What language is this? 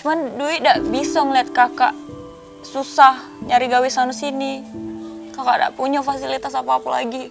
Musi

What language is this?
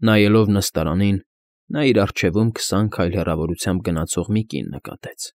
Armenian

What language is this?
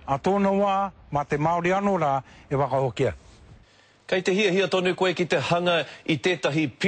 Māori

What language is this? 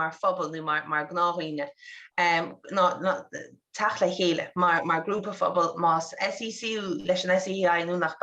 Irish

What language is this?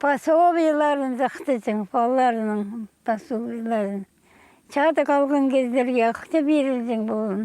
Khakas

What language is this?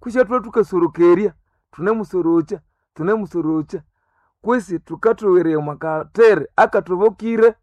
Nande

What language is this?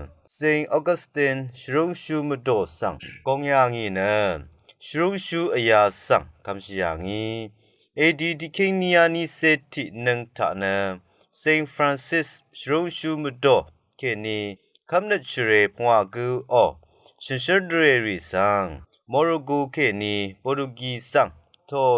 Rawang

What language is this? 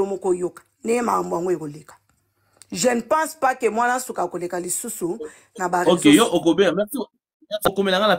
Lingala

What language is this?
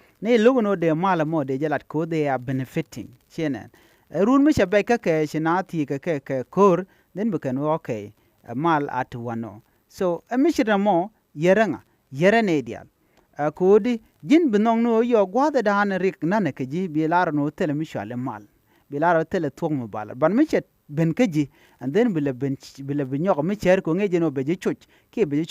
Nuer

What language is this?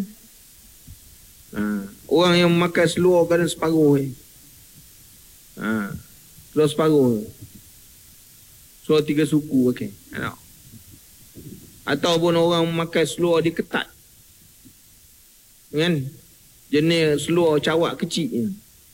Malay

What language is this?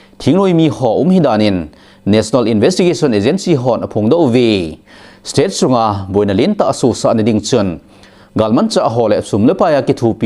Thado Chin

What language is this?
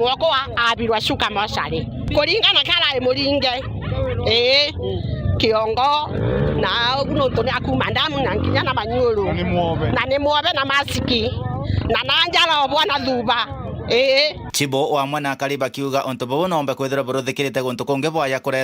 Meru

